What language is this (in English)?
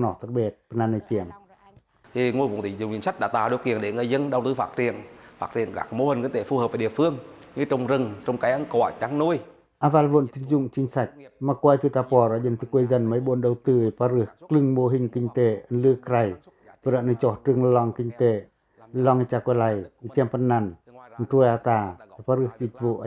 Pacoh